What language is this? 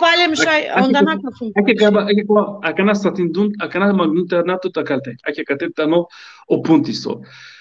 Balkan Romani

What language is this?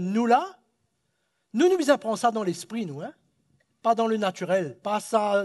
Morisyen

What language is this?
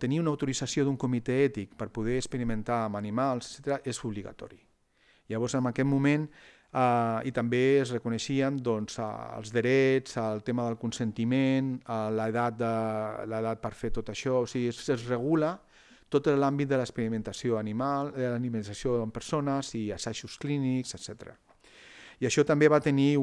Catalan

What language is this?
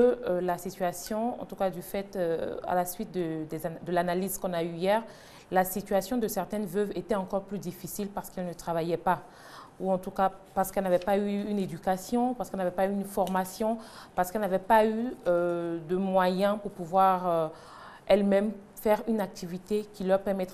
French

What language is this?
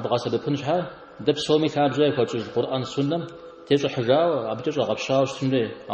Kabardian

